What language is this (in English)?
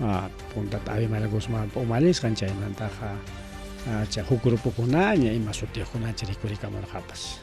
Ayacucho Quechua